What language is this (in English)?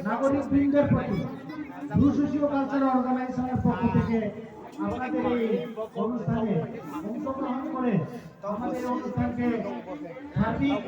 Riang (India)